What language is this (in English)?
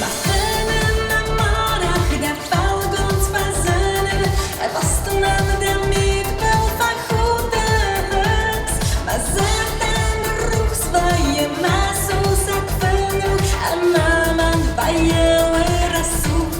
Ossetic